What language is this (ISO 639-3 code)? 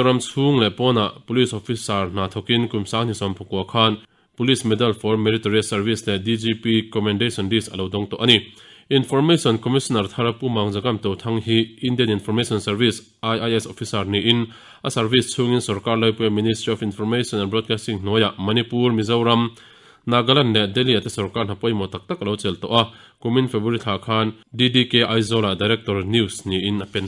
lus